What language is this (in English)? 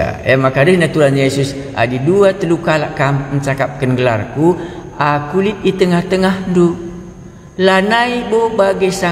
Batak Karo